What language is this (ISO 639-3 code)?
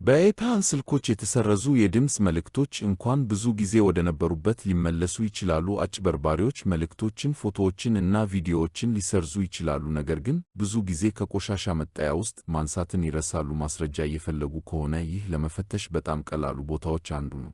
amh